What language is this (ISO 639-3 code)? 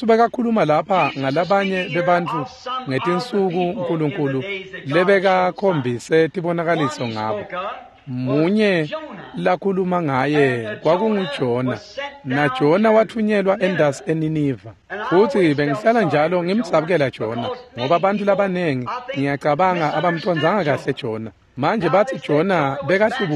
ssw